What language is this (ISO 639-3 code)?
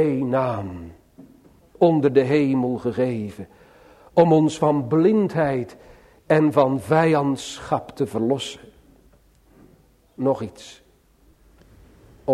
nld